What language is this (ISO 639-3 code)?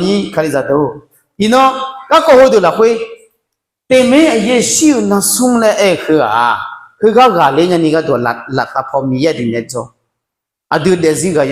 ahk